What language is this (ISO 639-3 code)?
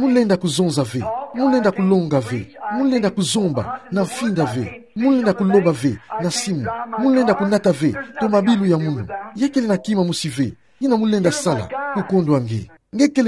ktu